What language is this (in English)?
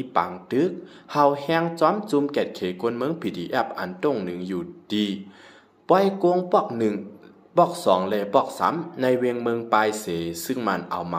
Shan